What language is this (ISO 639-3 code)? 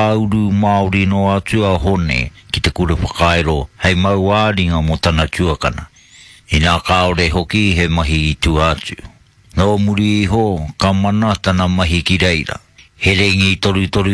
mri